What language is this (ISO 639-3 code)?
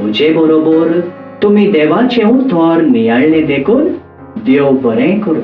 kok